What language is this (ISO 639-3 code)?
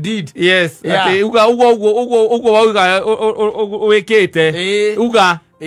kik